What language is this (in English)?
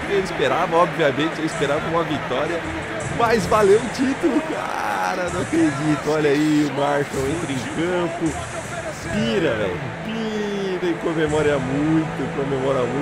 Portuguese